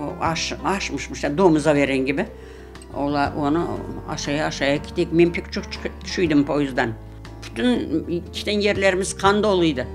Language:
Crimean Tatar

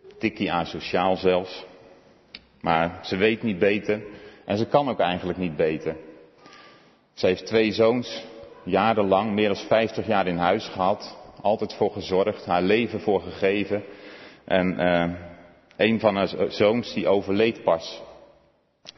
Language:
Dutch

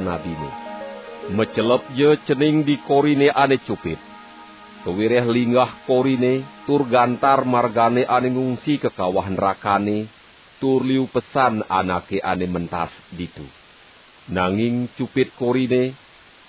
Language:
Balinese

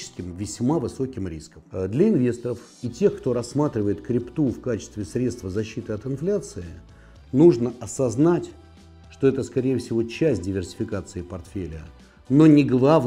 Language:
Russian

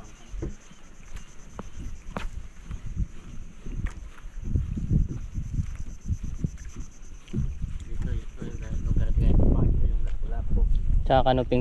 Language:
Filipino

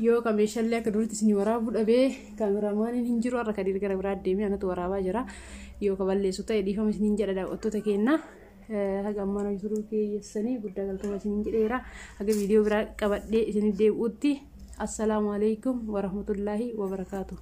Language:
Oromo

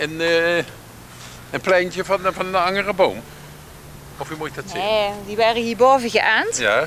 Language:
Limburgish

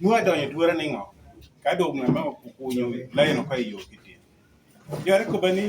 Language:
Lango (Uganda)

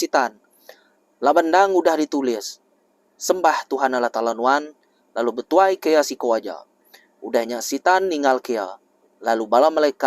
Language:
Iban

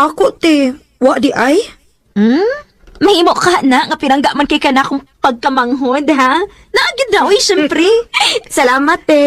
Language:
Cebuano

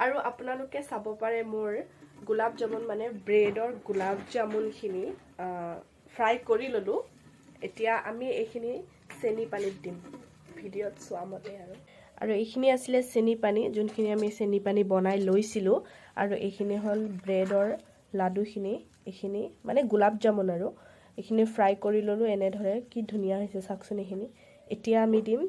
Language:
Assamese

